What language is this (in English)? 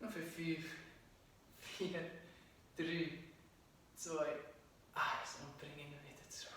Swiss German